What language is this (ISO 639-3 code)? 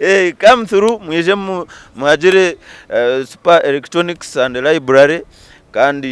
nyn